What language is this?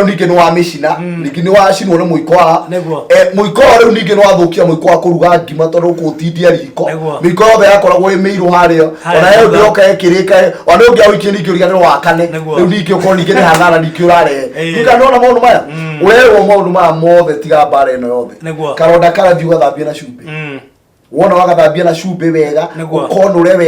Kikuyu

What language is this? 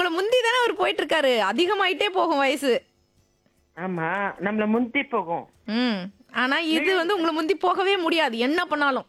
Tamil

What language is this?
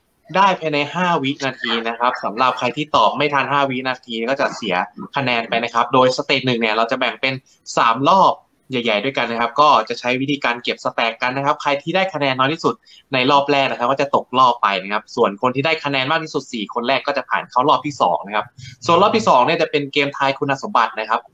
Thai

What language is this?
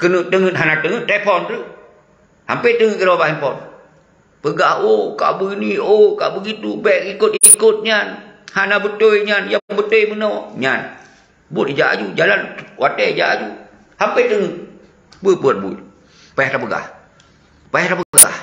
Achinese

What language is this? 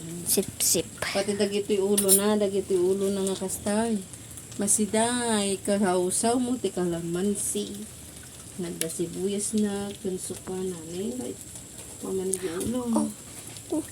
Iloko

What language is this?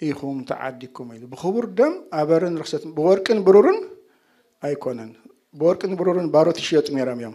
Tigrinya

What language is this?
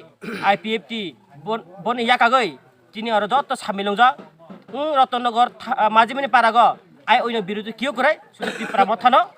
Kok Borok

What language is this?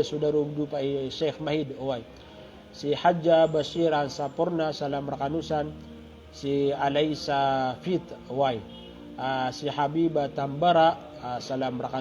Maranao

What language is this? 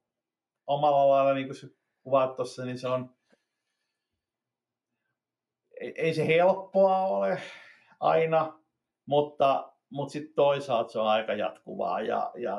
Finnish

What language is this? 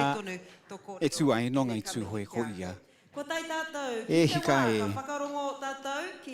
Māori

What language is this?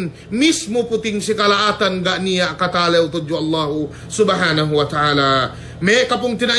Yakan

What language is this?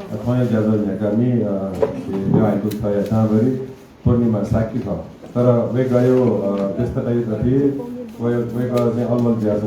Newari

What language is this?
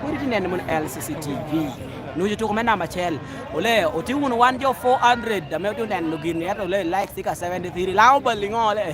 Lango (Uganda)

